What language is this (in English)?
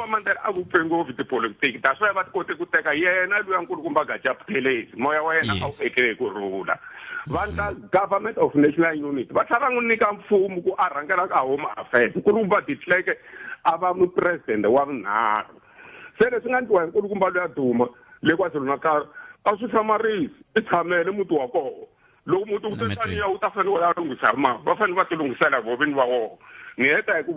Tsonga